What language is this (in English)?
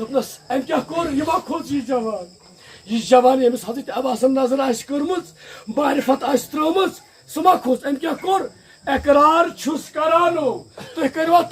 Kashmiri